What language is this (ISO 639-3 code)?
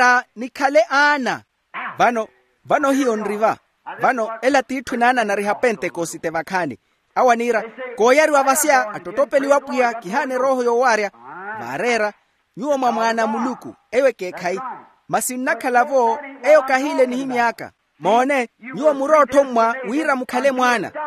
vmw